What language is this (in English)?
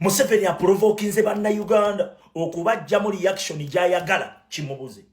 Ganda